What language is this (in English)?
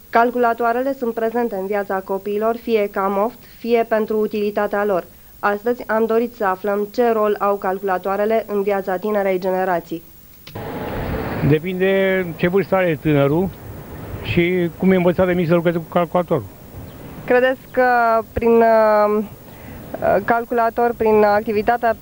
Romanian